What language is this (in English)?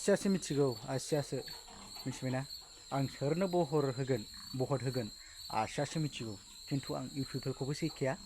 Bodo